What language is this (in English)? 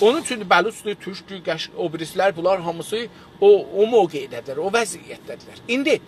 South Azerbaijani